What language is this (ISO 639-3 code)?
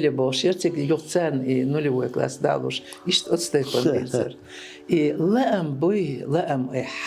che